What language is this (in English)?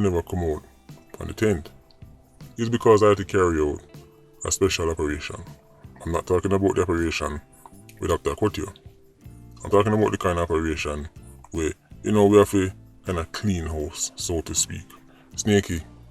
Jamaican Creole English